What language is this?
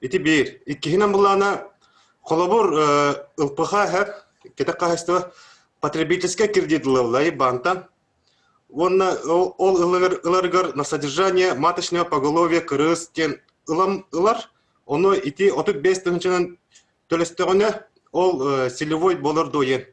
Yakut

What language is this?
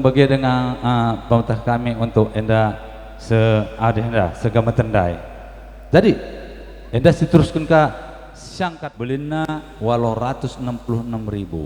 Batak Karo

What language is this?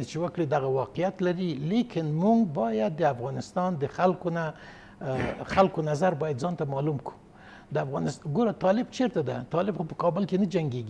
Pashto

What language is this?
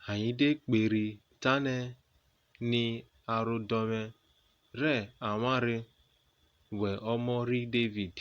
Urhobo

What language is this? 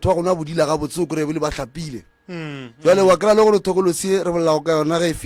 Northern Sotho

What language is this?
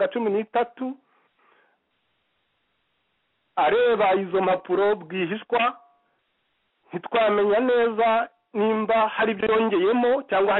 Kinyarwanda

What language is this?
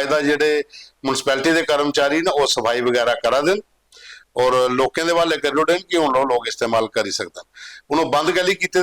Dogri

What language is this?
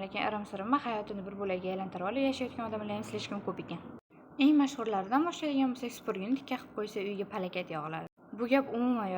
Uzbek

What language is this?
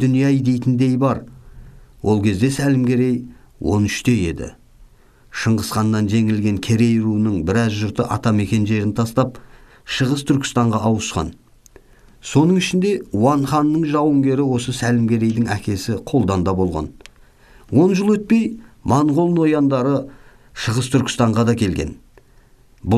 Kazakh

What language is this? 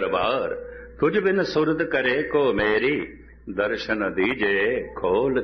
Punjabi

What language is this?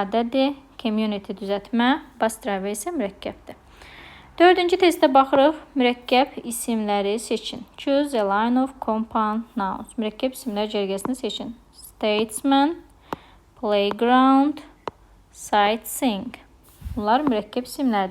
Azerbaijani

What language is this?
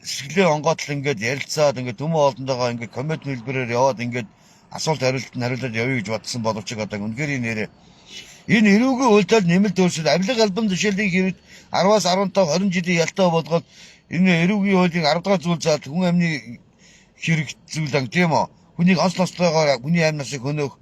Mongolian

